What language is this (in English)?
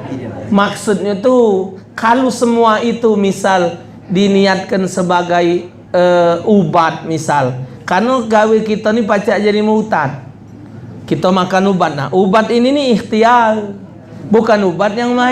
Musi